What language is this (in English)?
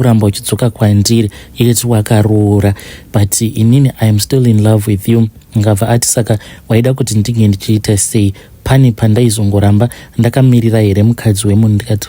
Shona